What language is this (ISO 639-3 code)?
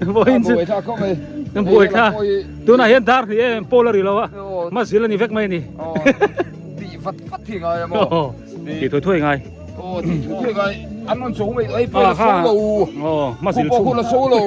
biu